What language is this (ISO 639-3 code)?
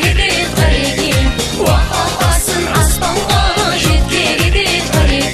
kaa